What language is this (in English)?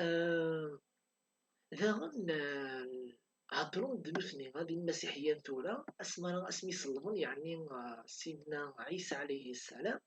Kabyle